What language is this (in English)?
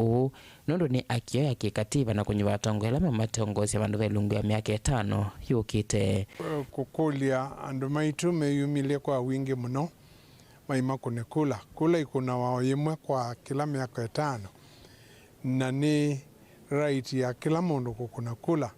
Kamba